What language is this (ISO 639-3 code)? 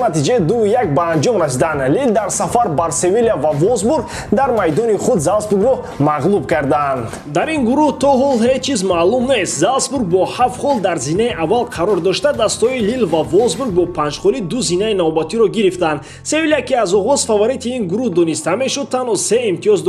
tgk